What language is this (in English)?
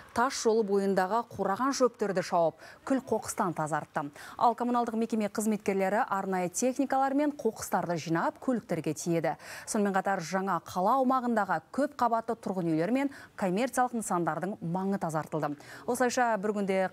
Kazakh